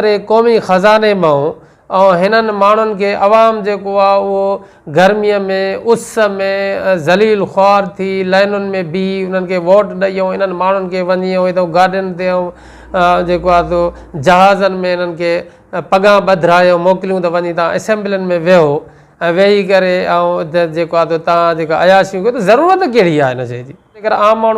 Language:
Sindhi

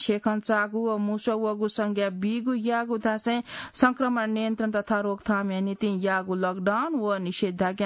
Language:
Newari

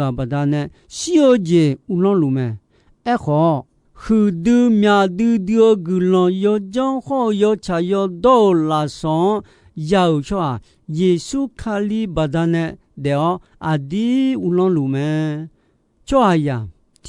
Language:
Akha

